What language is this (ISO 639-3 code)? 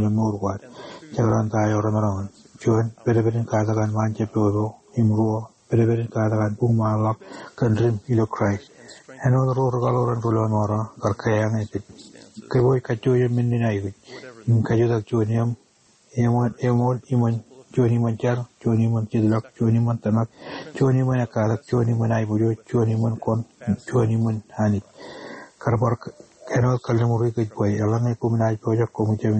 mah